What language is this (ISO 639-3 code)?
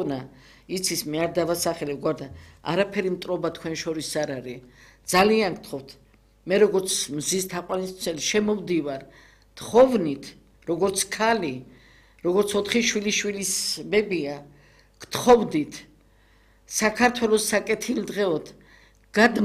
kat